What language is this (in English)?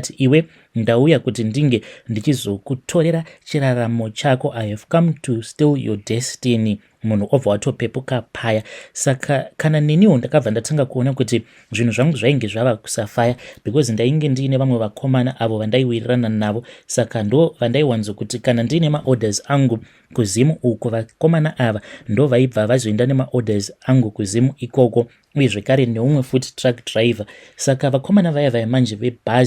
Shona